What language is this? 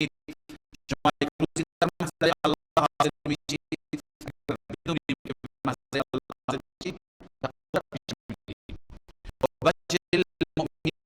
Persian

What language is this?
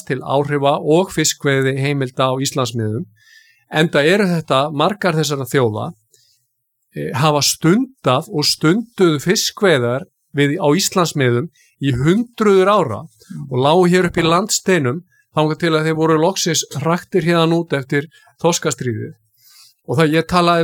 Icelandic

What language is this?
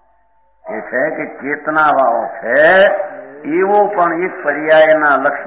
Gujarati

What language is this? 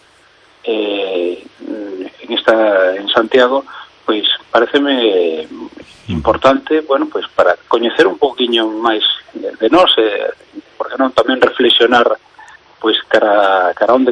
Galician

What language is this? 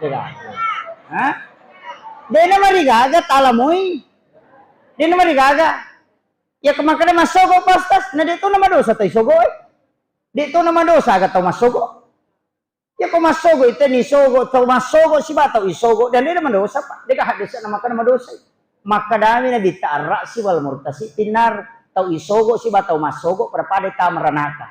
Buginese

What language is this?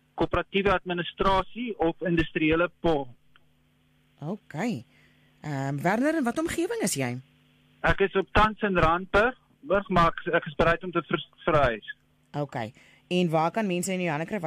Afrikaans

